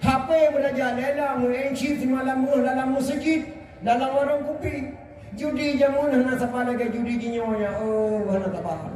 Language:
Achinese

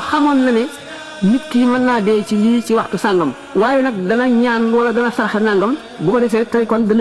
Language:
Wolof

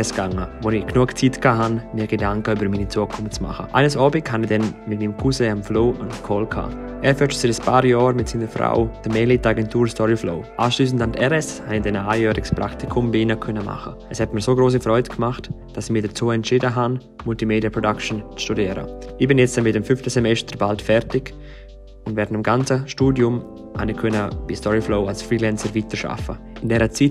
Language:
Swiss German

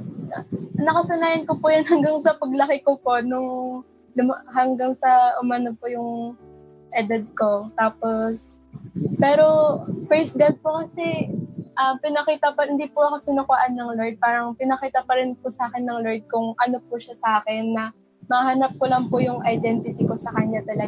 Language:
Filipino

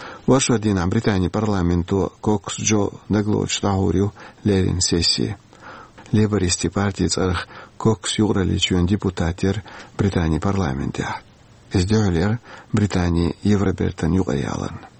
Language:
Chechen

